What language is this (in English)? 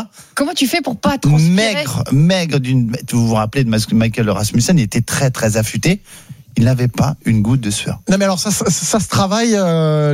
French